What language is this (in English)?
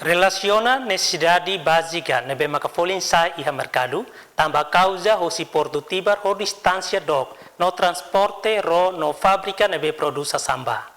Tetum